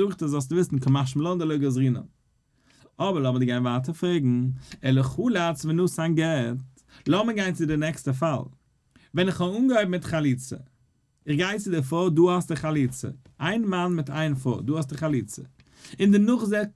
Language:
Yiddish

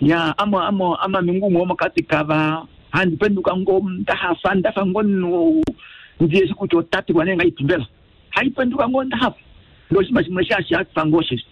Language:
Kuanyama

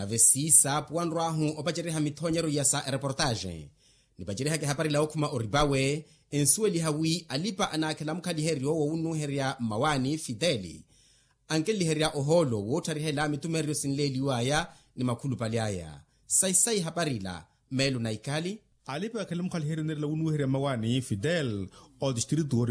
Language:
Makhuwa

